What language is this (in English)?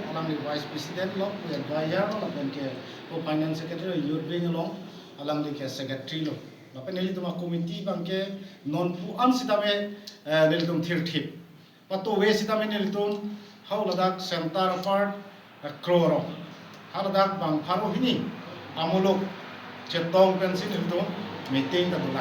Karbi